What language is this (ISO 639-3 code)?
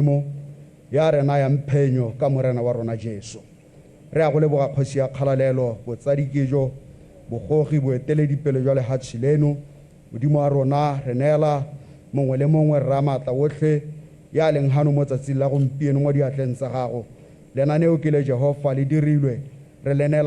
tsn